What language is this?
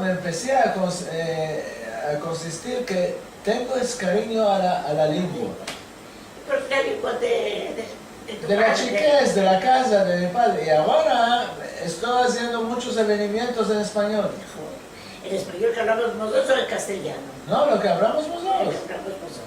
Ladino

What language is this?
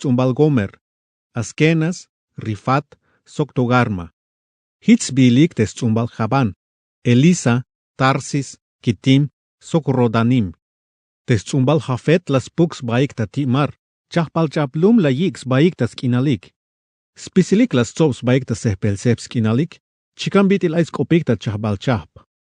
Tzeltal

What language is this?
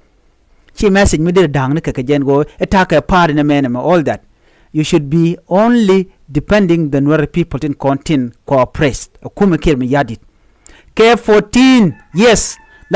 Nuer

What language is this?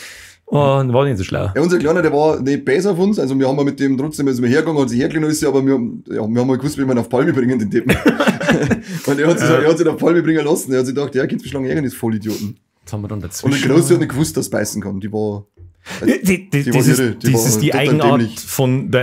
Bavarian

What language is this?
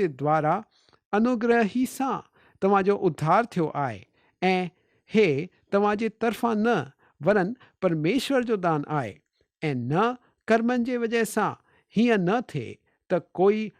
Sindhi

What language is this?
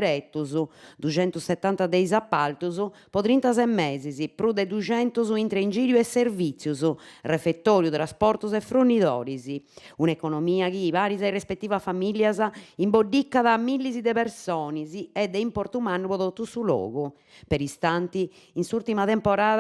Sardinian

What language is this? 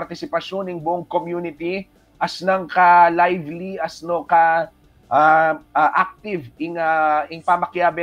Pampanga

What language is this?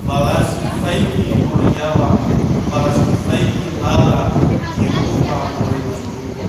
Nias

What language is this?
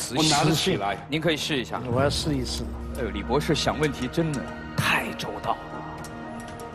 Chinese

